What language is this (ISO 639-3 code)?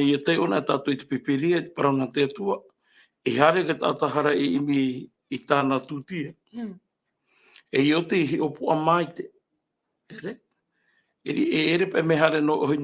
tah